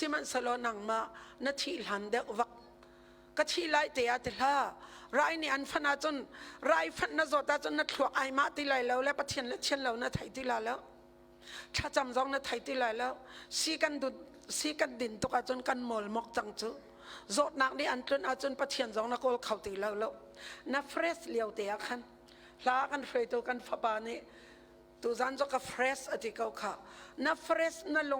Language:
Hakha Chin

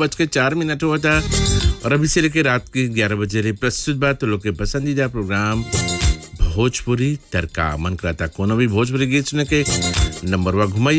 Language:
Bhojpuri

